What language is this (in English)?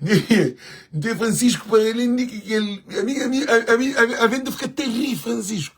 Kabuverdianu